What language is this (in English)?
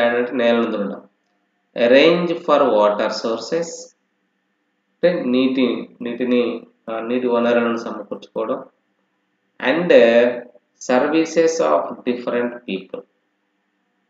Telugu